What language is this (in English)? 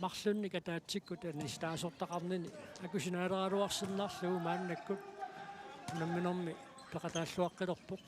Kalaallisut